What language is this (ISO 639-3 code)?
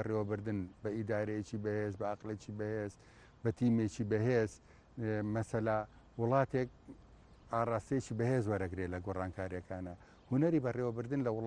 ckb